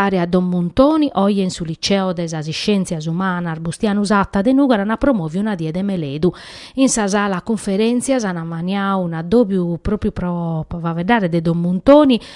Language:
Sardinian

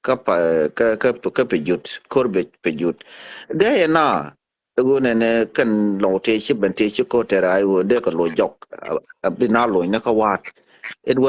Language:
Nuer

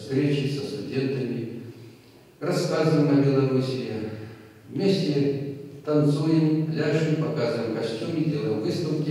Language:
Russian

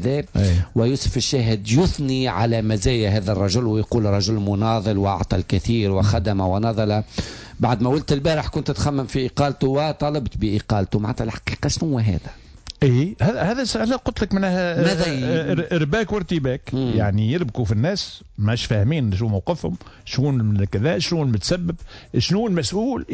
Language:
Tunisian Arabic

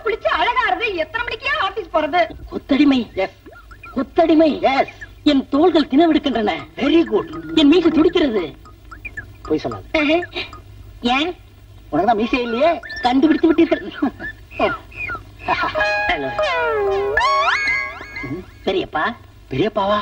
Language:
Tamil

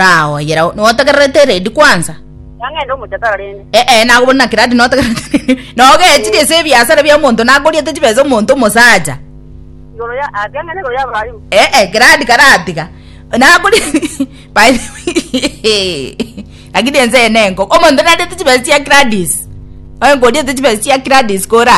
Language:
Gusii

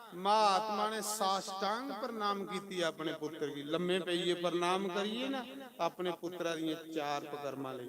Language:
Dogri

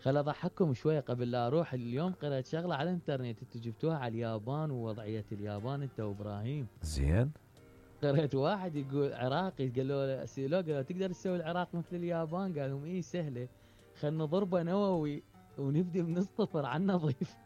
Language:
Mesopotamian Arabic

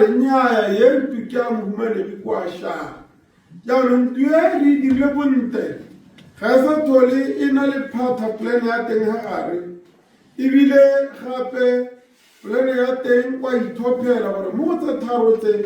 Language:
Tswana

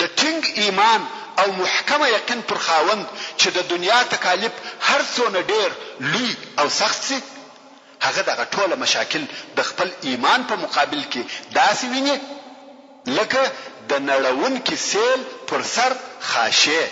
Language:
Pashto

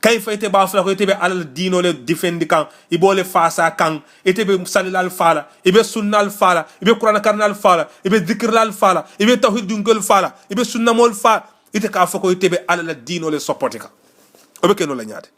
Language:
Mandingo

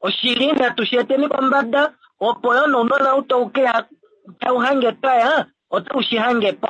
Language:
Kuanyama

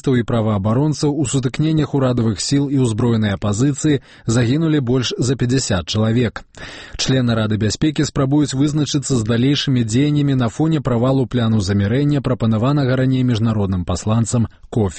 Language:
Belarusian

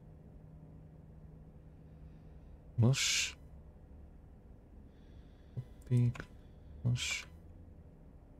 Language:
Slovak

